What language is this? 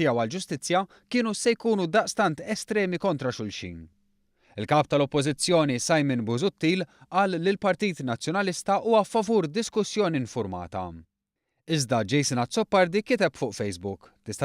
Maltese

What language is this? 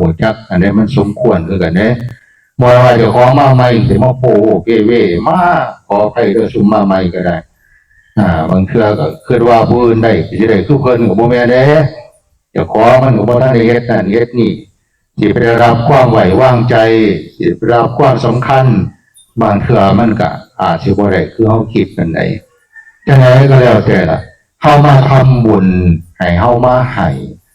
Northeastern Thai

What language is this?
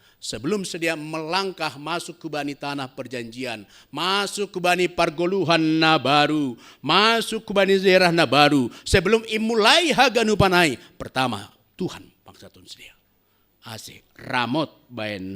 Batak Simalungun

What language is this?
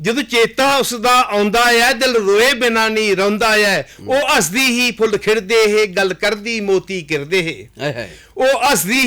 Dogri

